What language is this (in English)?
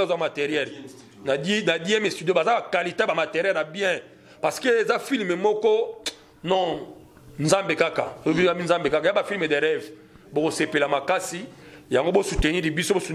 Lingala